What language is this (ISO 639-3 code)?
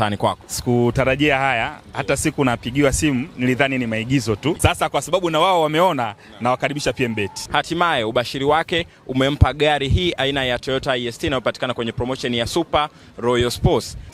swa